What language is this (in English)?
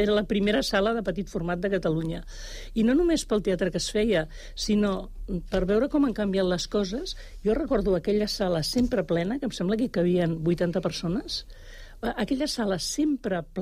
Catalan